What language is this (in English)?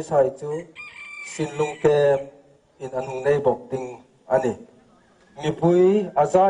Hmar